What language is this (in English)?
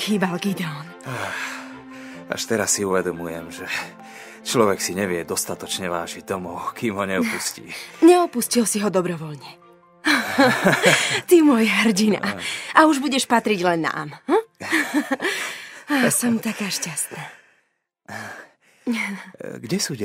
Slovak